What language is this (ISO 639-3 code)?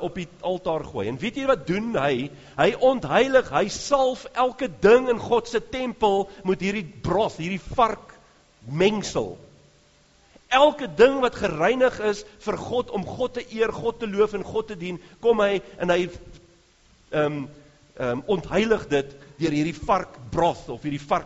afr